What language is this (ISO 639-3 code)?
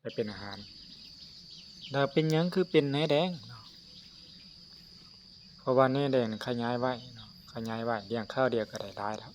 lao